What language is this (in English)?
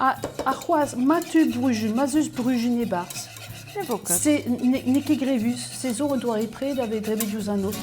Breton